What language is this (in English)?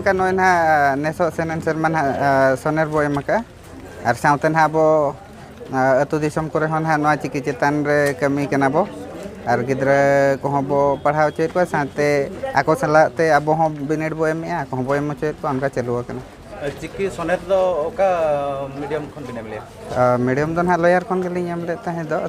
Santali